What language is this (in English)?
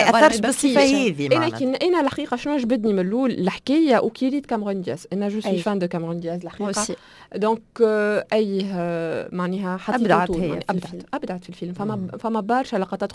Tunisian Arabic